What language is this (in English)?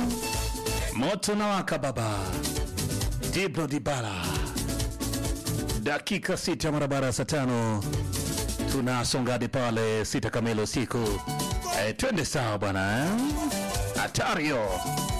Swahili